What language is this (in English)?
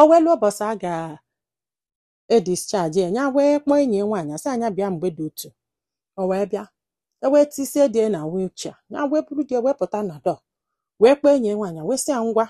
Igbo